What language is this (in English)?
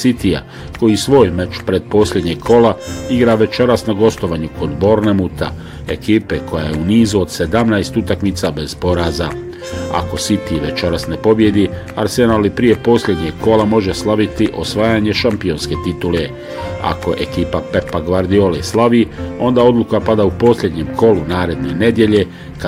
Bosnian